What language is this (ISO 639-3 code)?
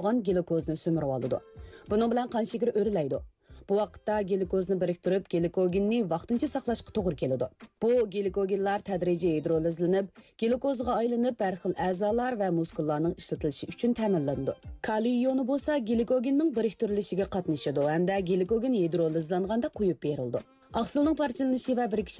uig